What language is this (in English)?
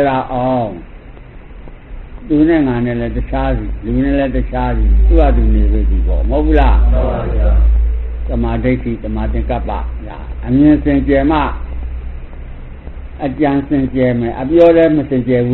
Burmese